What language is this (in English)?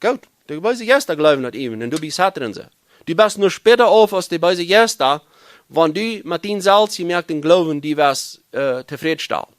Plautdietsch